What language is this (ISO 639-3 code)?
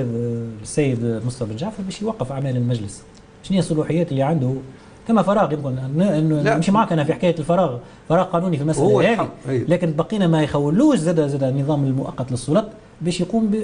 aeb